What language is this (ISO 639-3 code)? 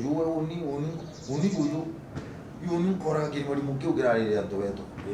mer